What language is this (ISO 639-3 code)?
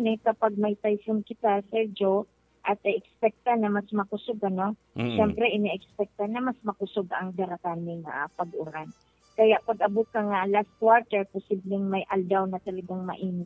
bik